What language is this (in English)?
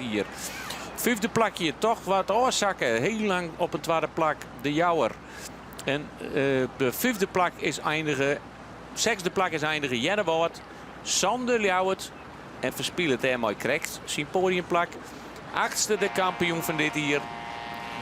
Western Frisian